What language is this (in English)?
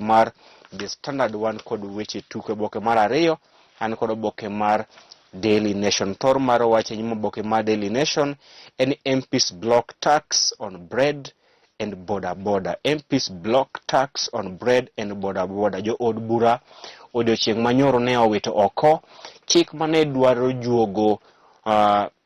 Luo (Kenya and Tanzania)